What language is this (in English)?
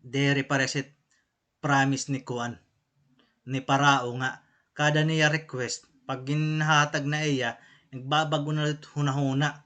Waray